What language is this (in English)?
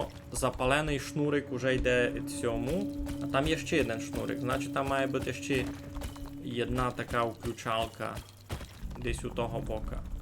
Rusyn